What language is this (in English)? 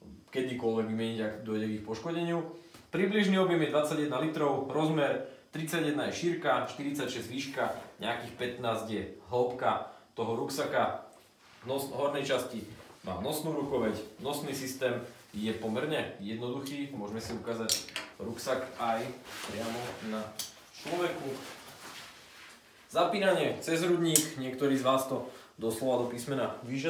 Slovak